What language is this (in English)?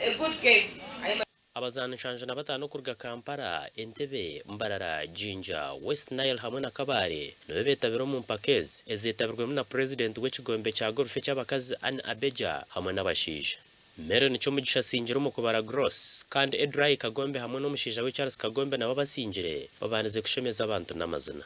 Nyankole